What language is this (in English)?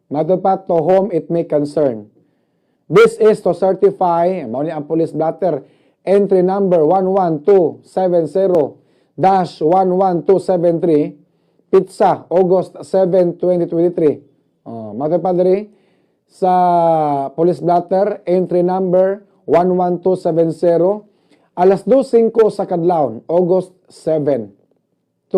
Cebuano